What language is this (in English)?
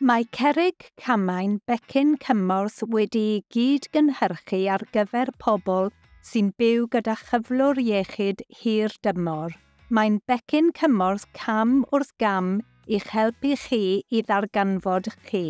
Welsh